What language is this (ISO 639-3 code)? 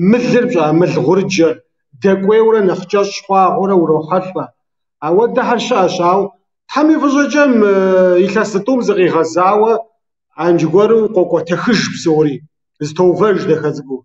kbd